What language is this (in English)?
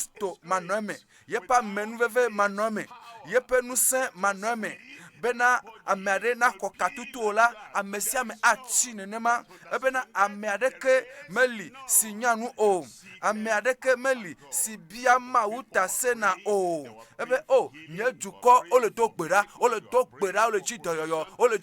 Ewe